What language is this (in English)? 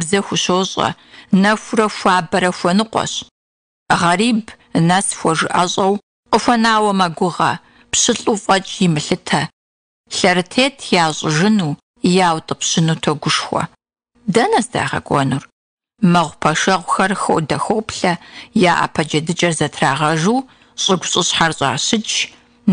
Kabardian